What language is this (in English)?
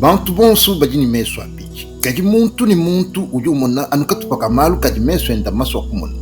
Luba-Lulua